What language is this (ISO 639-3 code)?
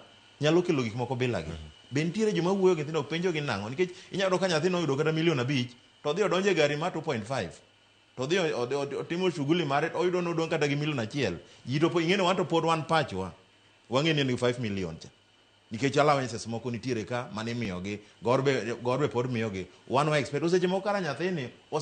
luo